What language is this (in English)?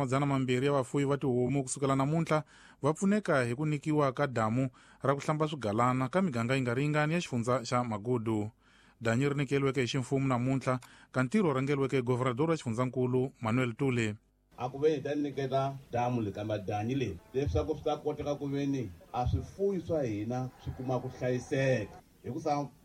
Tsonga